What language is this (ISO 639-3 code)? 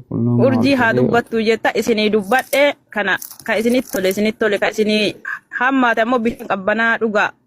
orm